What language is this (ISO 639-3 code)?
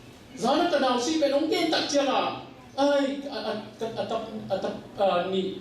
ctd